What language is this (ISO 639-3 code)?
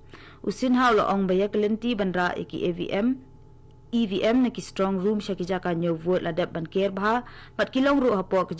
kha